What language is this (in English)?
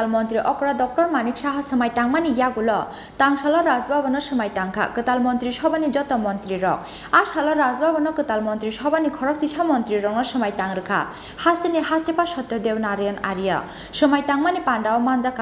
Kok Borok